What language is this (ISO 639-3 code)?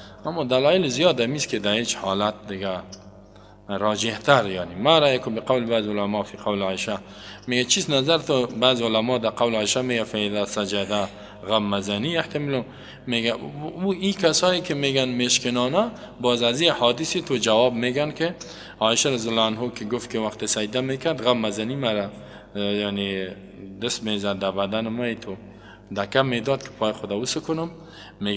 fas